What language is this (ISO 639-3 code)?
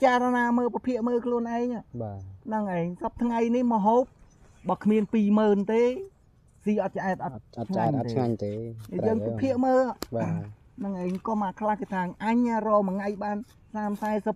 khm